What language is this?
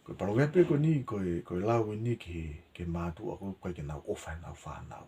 Tongan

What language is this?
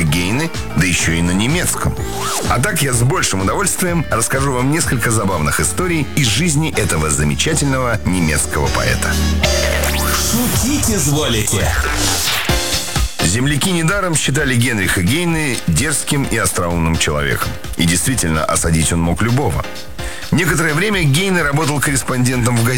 Russian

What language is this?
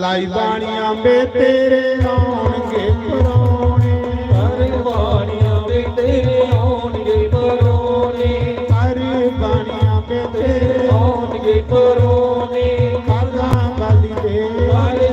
Dogri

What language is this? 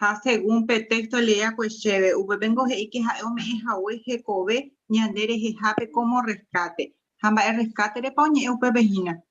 Guarani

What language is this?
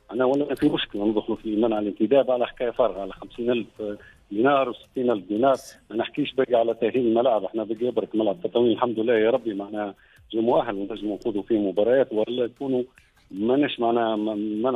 Tunisian Arabic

